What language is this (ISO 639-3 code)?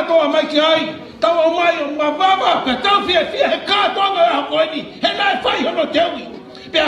ton